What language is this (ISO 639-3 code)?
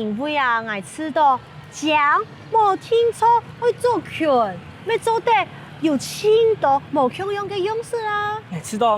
hak